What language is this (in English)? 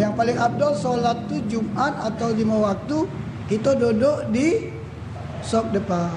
Musi